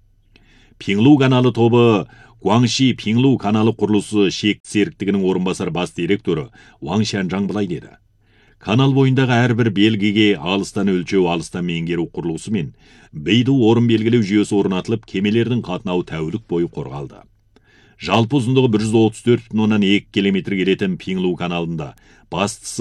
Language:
Kazakh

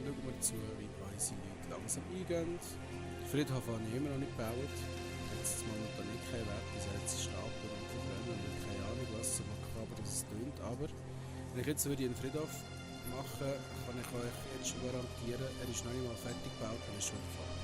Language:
Swiss German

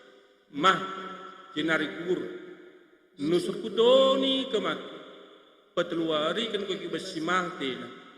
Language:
Batak Karo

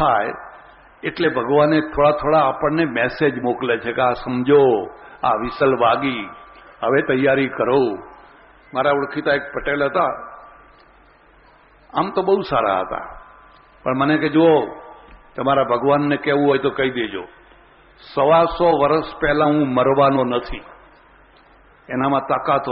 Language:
Gujarati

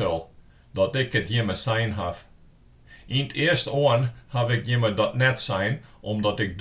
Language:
Western Frisian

